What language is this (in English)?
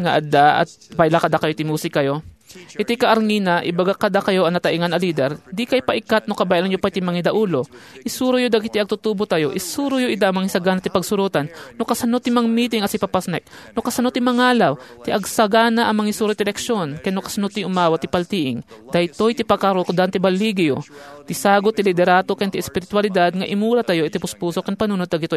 Iloko